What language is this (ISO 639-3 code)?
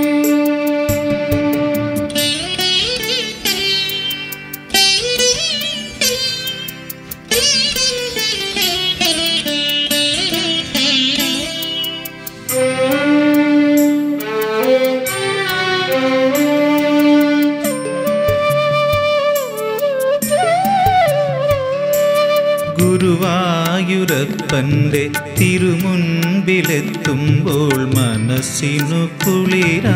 mal